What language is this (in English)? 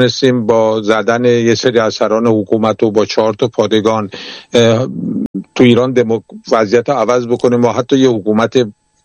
Persian